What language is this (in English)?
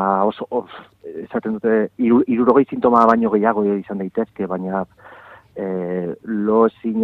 Basque